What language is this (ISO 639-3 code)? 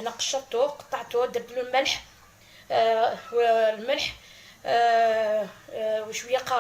arq